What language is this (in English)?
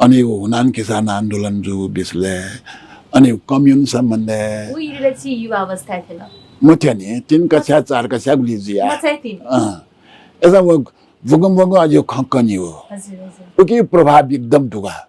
Newari